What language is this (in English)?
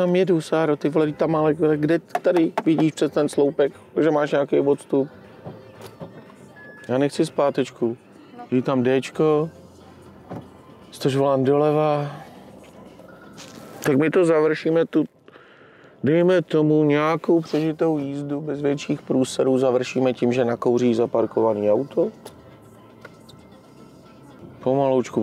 Czech